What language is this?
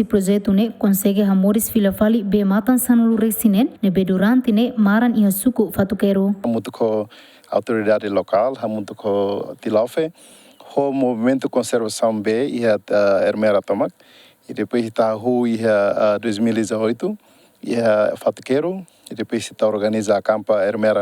Tetum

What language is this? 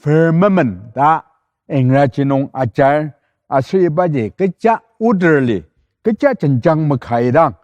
Ao Naga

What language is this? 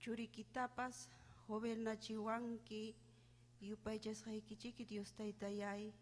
Ayacucho Quechua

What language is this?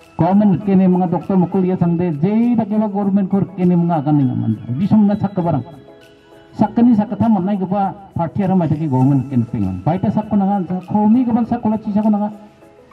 Garo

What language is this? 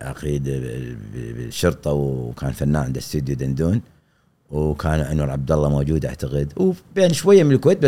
Gulf Arabic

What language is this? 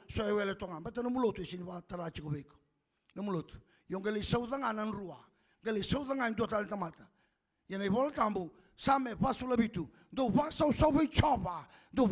Fijian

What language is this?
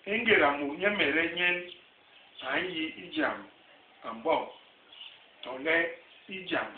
Basaa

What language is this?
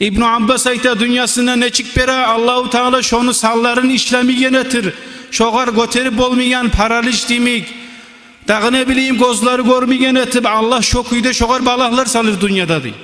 Kumyk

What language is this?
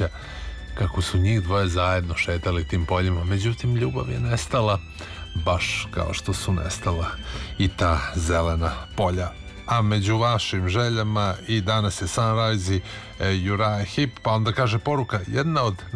Serbian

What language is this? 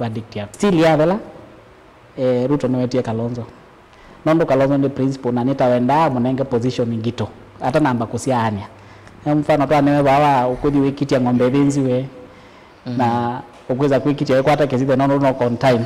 Kamba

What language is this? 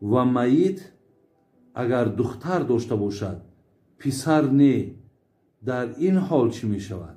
Tajik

